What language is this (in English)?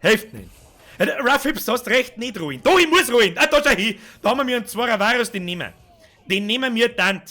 Bavarian